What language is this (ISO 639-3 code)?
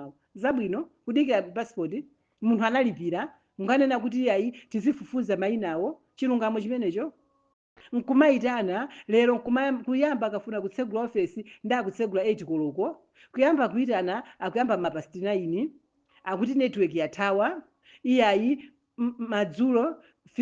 nya